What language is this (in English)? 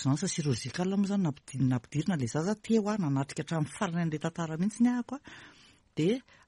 Malagasy